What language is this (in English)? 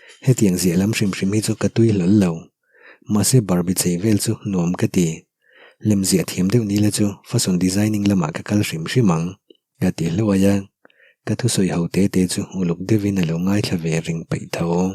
Mizo